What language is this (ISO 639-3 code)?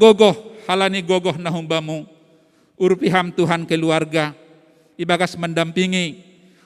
bts